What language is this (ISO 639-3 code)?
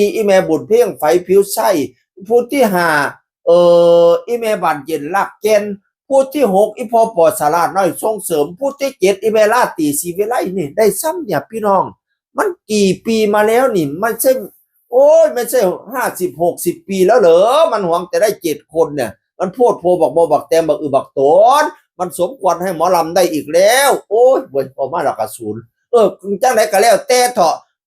tts